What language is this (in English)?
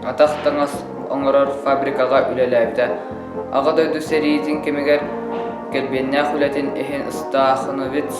Yakut